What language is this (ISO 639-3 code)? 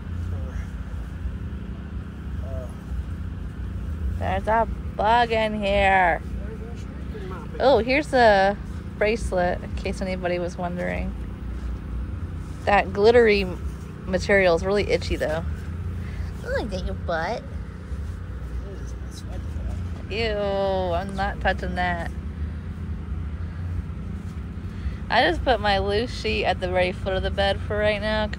eng